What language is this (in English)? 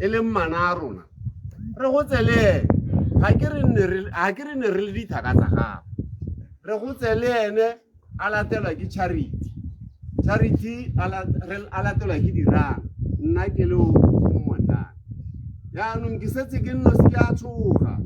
Tswana